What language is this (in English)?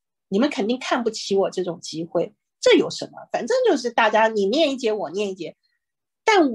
Chinese